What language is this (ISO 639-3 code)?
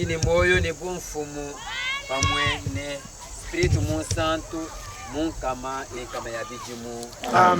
lua